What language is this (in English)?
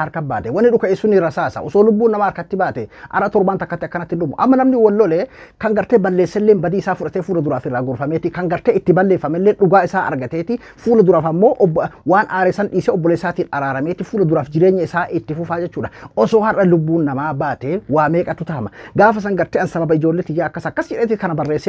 Oromo